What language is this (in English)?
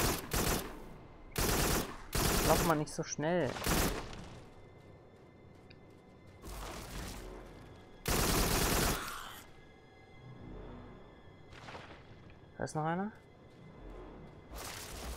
German